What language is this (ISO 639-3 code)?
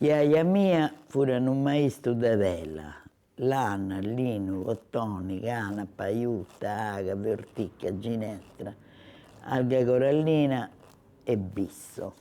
srd